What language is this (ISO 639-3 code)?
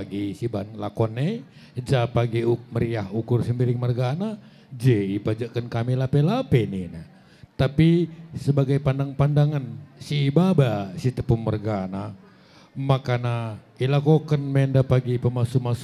btx